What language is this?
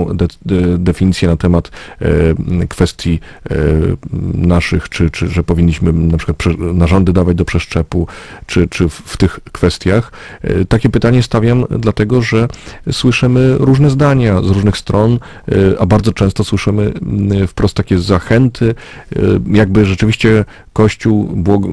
Polish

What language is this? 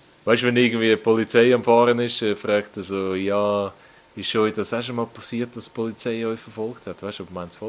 Swiss German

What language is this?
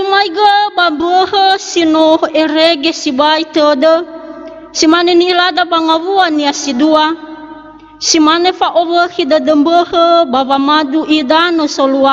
Nias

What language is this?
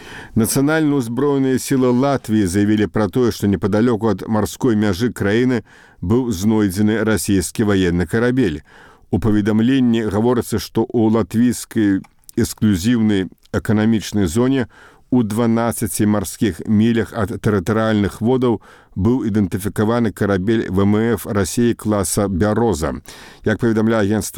Belarusian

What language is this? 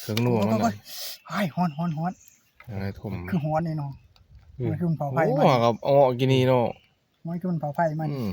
Northeastern Thai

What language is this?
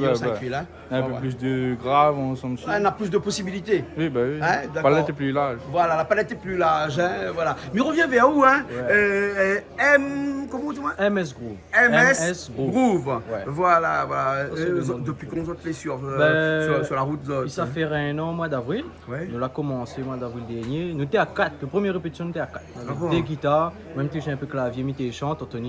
Réunion Creole French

